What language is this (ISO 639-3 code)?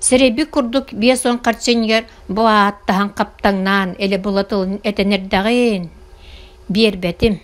sah